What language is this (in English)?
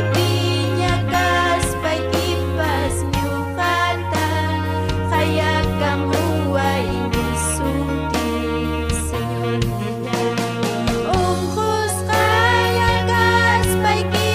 Ayacucho Quechua